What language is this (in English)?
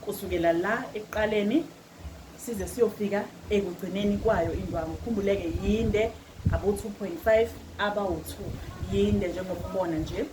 Zulu